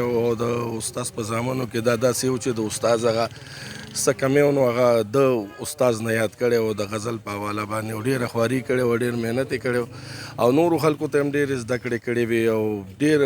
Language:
Pashto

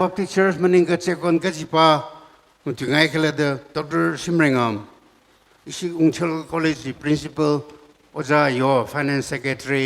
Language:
Tangkhul Naga (India)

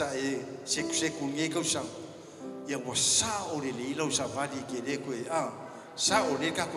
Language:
Samoan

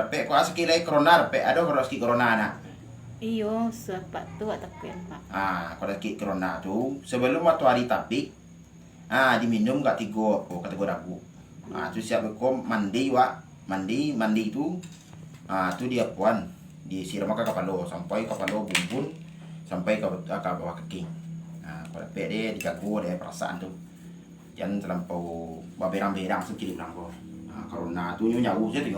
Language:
Minangkabau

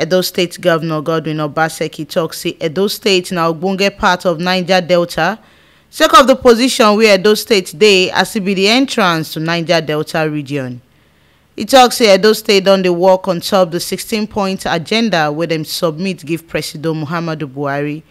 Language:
Nigerian Pidgin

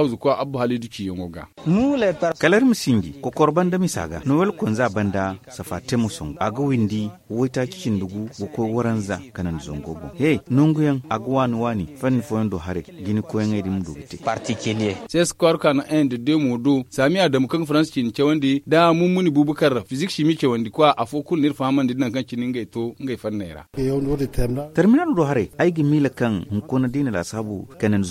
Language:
Zarma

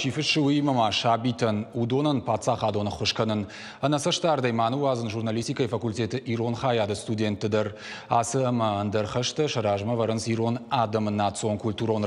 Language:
Ossetic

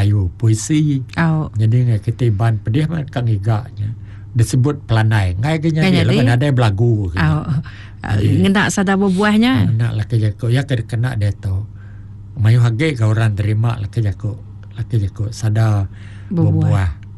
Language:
Iban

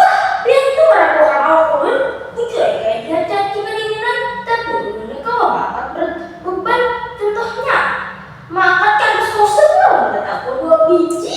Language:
Banjar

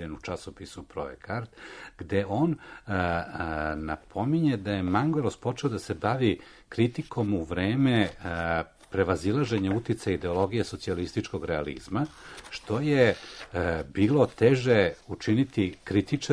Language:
Serbian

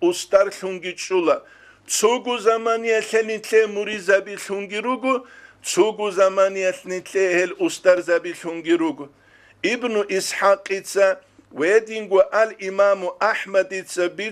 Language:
Avaric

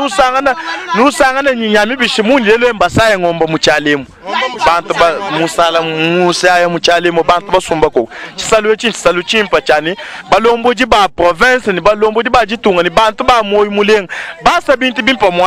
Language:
Luba-Lulua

